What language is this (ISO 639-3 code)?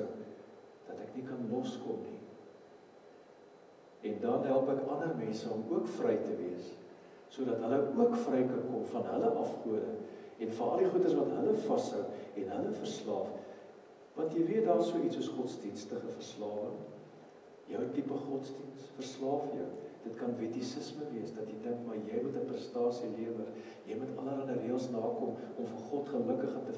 afr